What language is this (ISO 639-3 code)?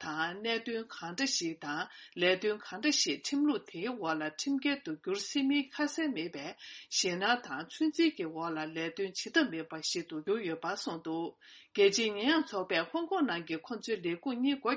bod